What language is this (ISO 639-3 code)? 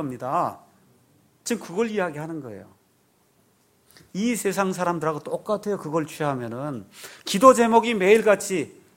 kor